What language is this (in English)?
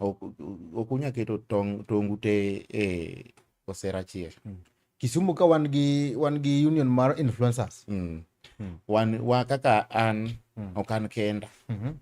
Luo (Kenya and Tanzania)